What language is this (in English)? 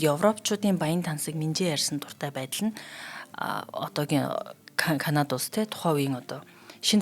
Mongolian